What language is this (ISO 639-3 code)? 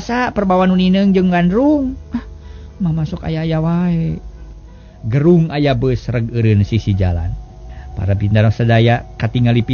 sun